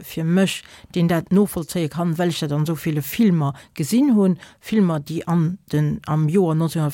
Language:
Luxembourgish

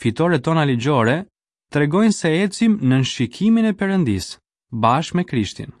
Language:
Albanian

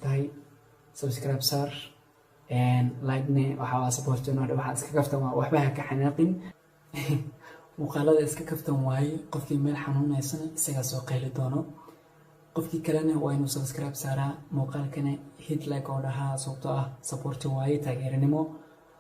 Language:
Somali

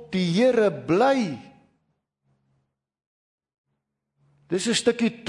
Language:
Afrikaans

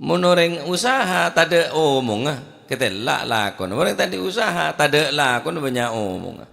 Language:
Madurese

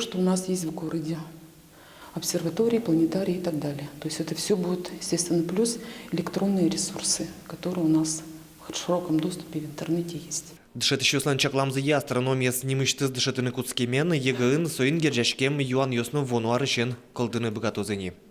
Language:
Udmurt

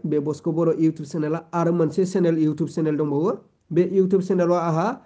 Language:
Bodo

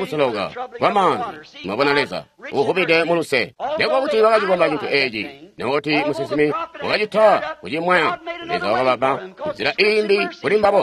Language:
Tonga (Zambia)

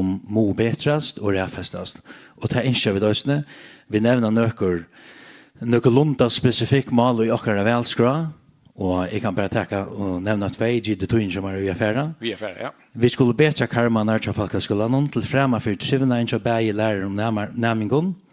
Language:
Faroese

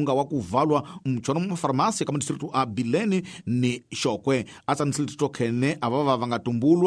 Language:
Tsonga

